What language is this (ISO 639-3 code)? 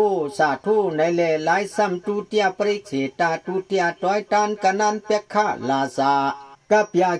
shn